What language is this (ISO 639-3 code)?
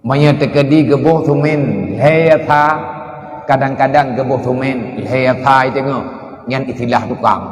ace